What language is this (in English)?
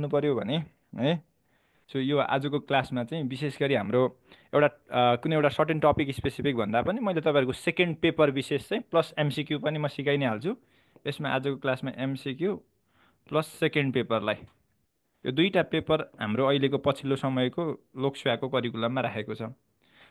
Nepali